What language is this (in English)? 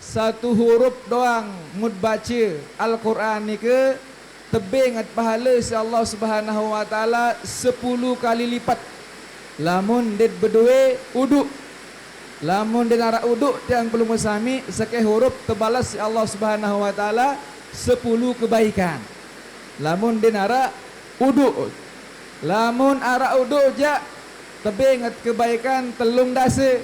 Sasak